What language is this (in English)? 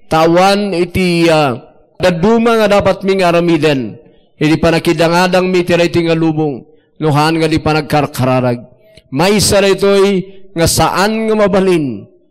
Iloko